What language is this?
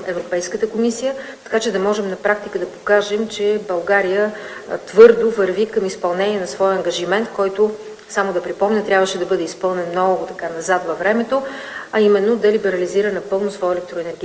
Bulgarian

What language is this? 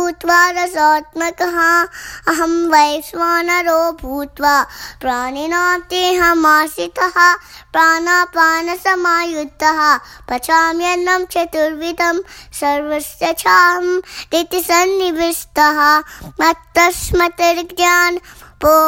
Sanskrit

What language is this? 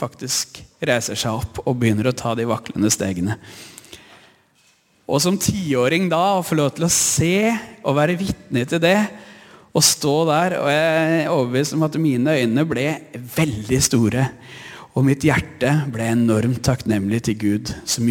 Norwegian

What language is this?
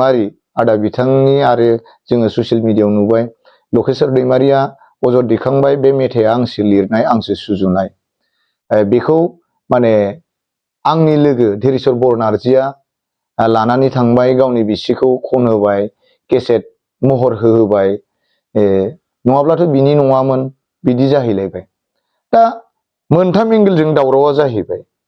Bodo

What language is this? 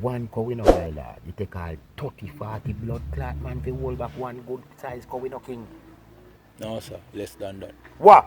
Jamaican Creole English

